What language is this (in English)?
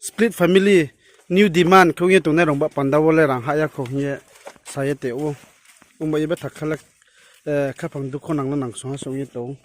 Riang (India)